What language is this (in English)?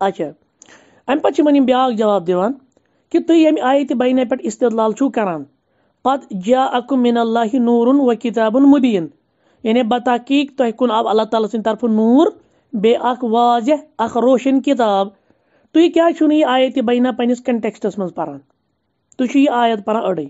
Kashmiri